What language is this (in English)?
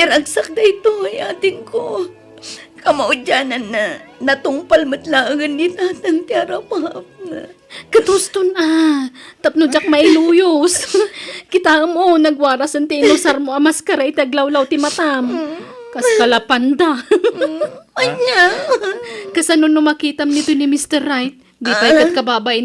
Iloko